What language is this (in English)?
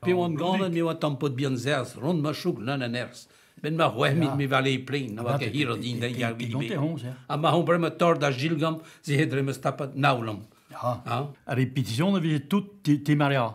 Breton